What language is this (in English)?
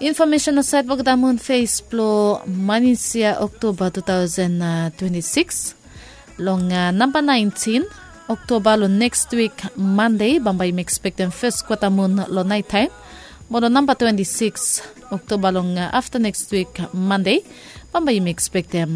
Bislama